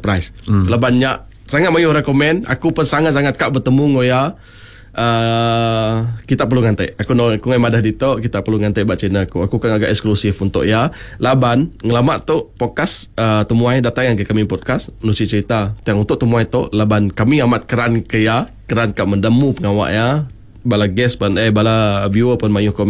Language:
Iban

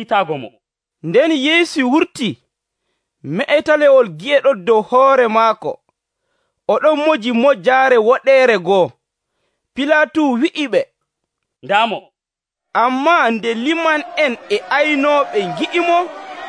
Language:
Nigerian Fulfulde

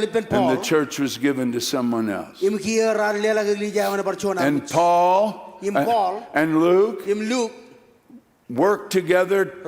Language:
Marshallese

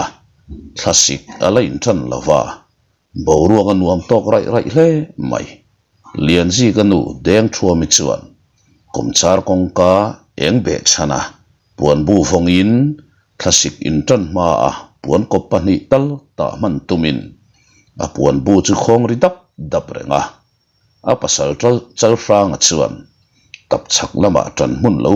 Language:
Mizo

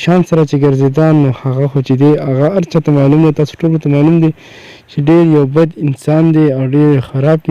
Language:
Pashto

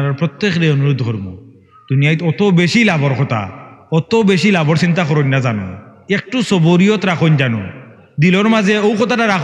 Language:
Sylheti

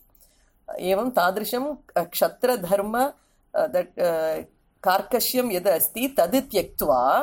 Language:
Sanskrit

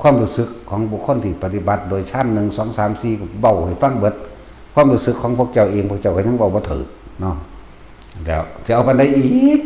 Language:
Northeastern Thai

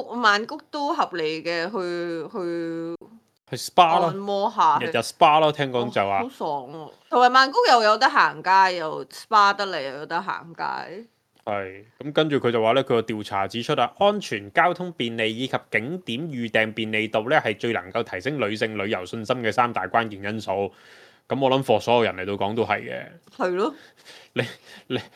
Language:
Cantonese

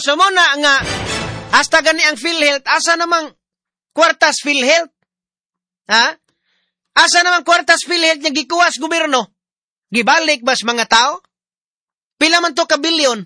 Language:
Cebuano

